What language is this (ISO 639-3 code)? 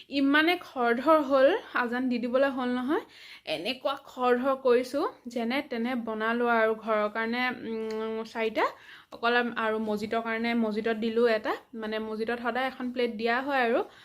asm